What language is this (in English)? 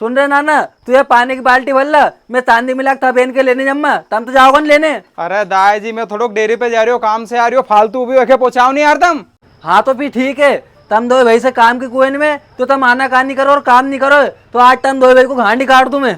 Rajasthani